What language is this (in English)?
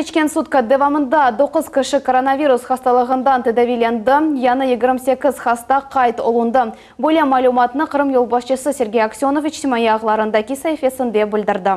Crimean Tatar